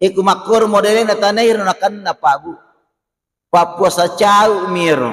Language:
Buginese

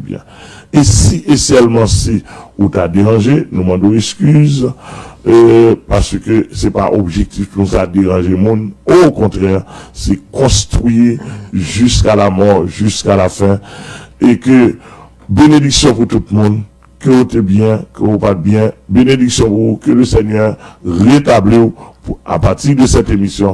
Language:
Haitian Creole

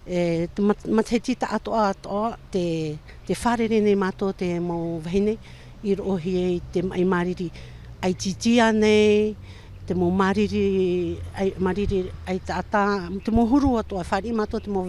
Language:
Tahitian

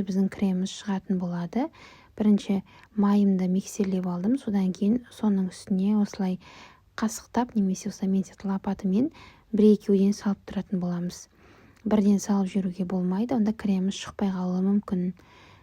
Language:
Kazakh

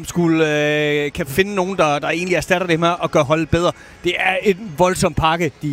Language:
Danish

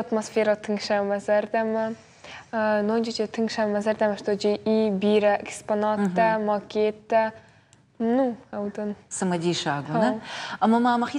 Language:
Ossetic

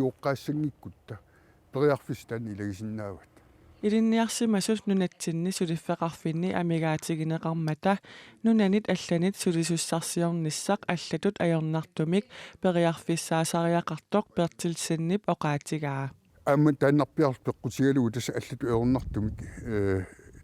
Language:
Kalaallisut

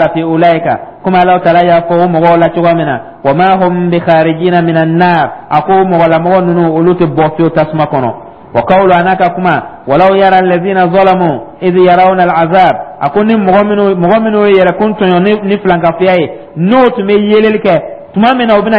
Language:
Dyula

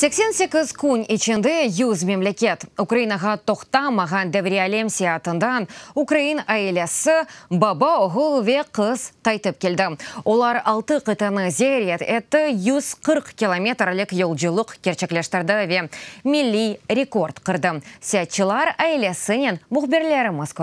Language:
Crimean Tatar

